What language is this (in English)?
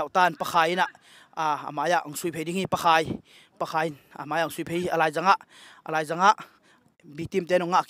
Tedim Chin